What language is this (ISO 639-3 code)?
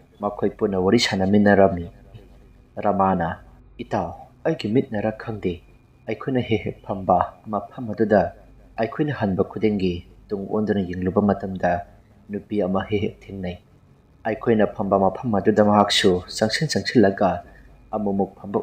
mni